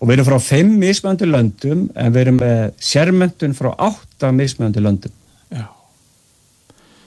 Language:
Icelandic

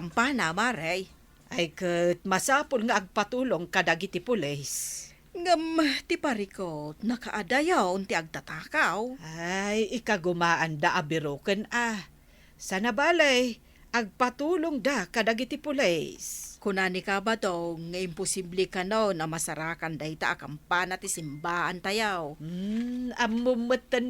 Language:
Iloko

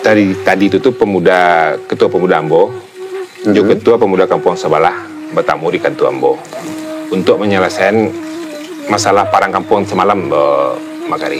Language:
Minangkabau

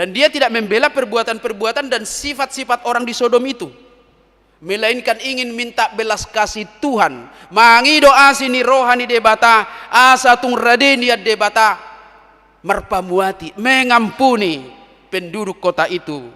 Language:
Batak Toba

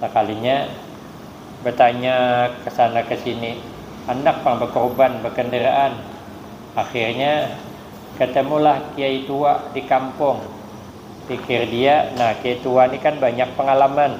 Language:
Banjar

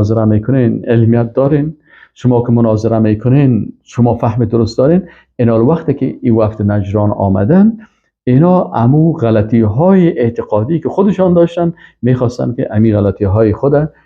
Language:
Persian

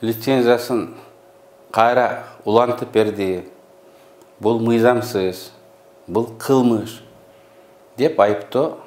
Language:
Kyrgyz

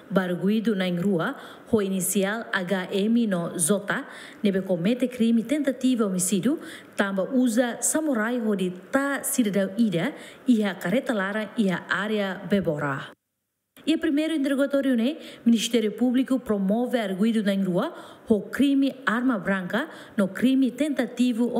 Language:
Tetum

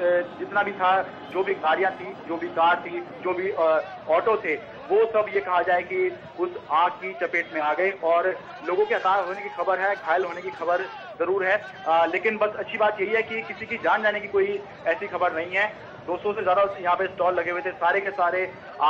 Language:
Hindi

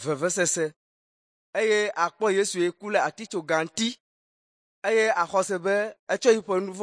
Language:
Ewe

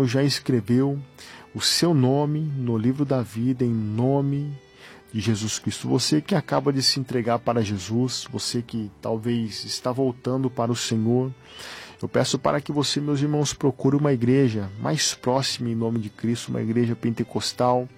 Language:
Portuguese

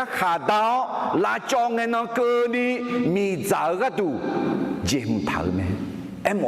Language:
Akha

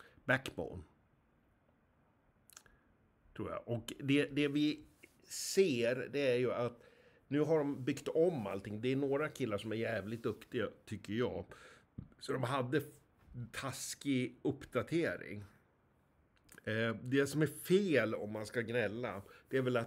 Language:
Swedish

